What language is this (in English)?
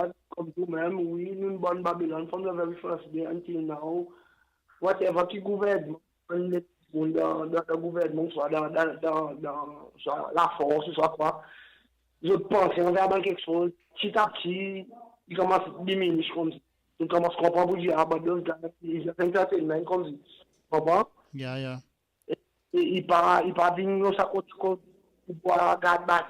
Seselwa Creole French